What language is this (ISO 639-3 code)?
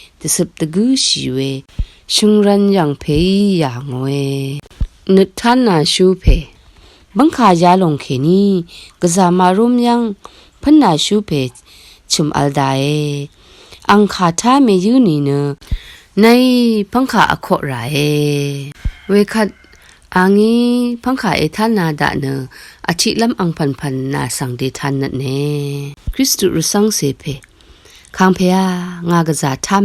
raw